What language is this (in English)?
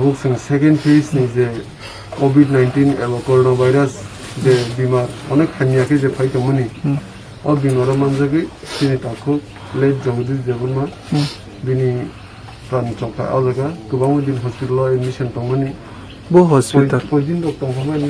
Kok Borok